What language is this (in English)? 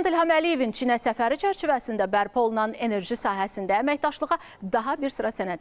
Azerbaijani